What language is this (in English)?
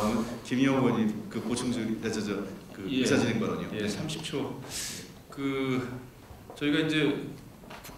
Korean